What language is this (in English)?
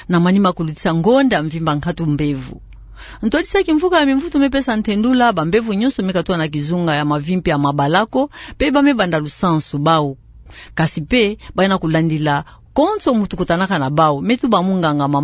Kituba (Democratic Republic of Congo)